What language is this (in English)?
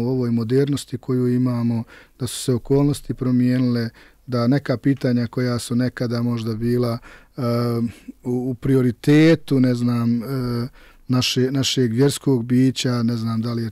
Bosnian